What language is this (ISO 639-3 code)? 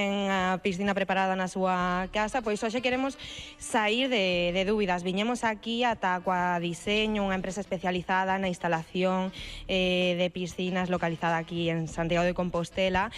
glg